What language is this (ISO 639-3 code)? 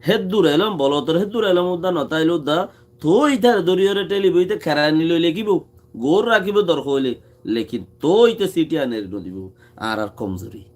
rhg